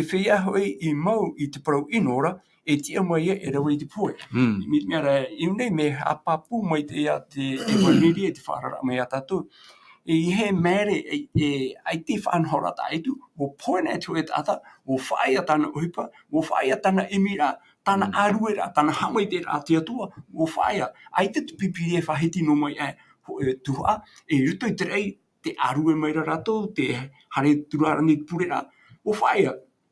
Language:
Tahitian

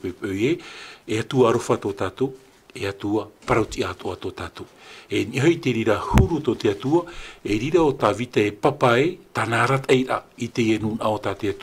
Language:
Tahitian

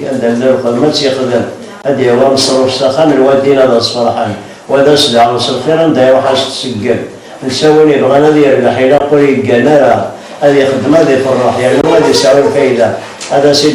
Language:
Kabyle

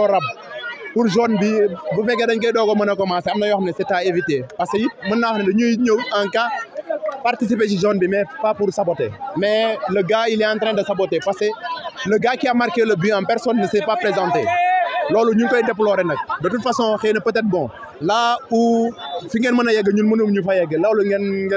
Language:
Wolof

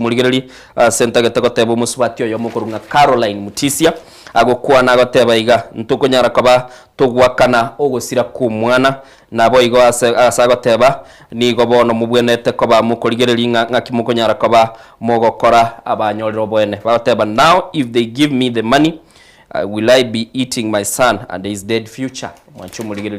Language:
Gusii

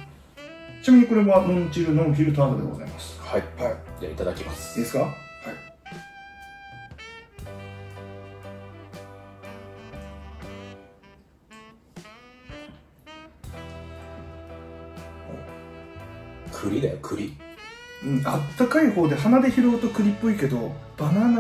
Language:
Japanese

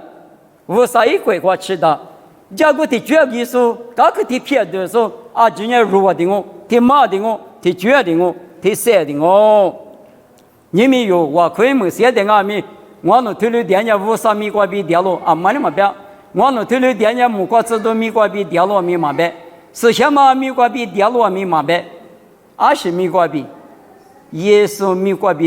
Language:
Lisu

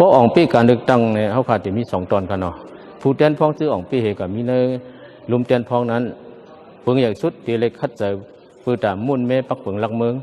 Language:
Shan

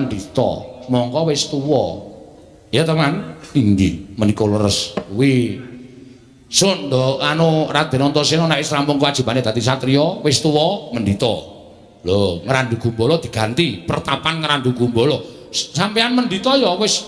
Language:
Javanese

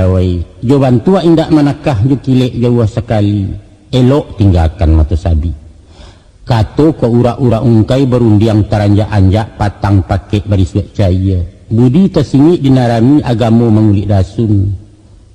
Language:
Minangkabau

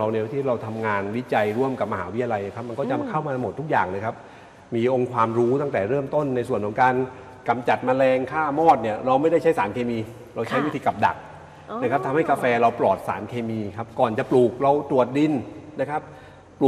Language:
Thai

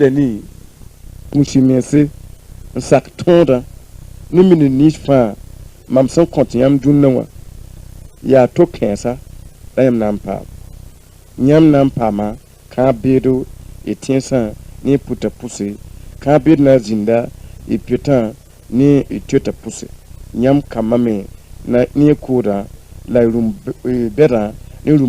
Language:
Mossi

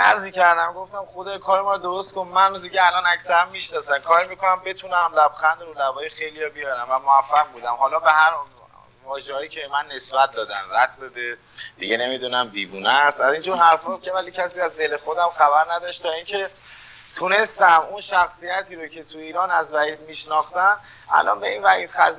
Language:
Persian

